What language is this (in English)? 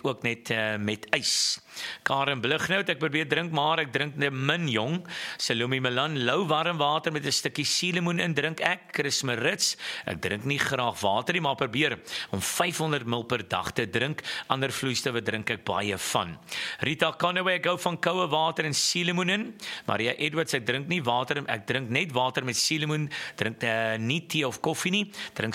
Afrikaans